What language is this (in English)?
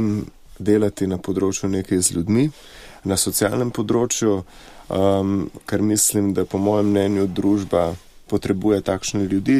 Slovenian